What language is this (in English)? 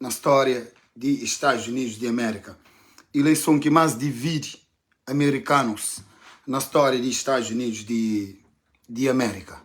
Kabuverdianu